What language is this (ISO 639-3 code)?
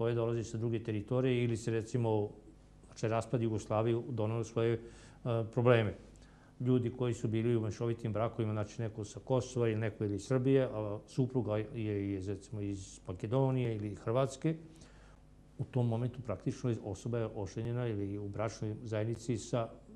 srp